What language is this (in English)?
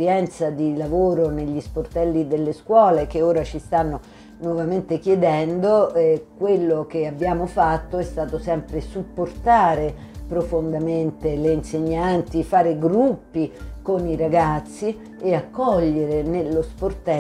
Italian